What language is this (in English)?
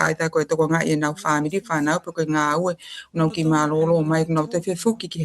Tongan